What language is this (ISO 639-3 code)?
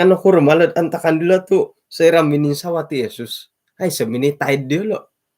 dtp